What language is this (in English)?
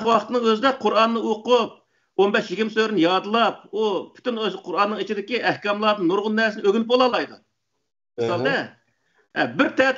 Uyghur